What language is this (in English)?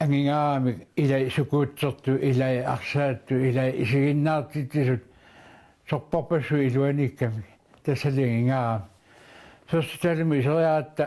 Kalaallisut